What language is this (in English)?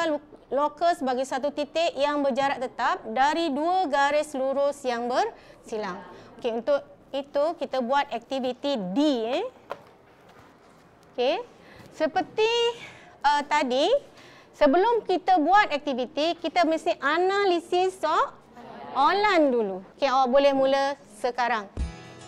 Malay